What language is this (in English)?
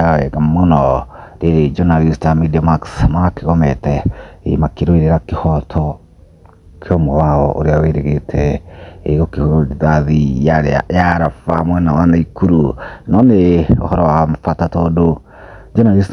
Kikuyu